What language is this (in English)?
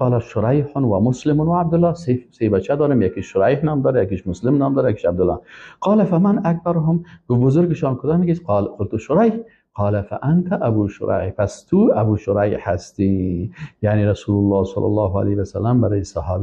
Persian